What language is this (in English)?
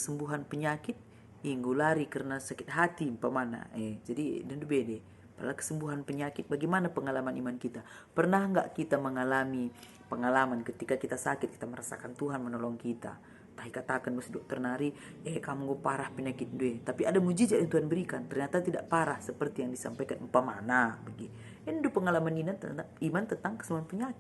Batak Karo